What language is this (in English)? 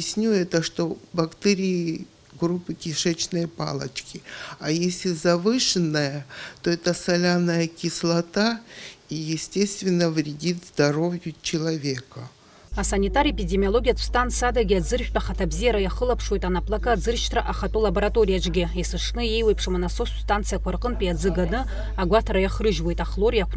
Abkhazian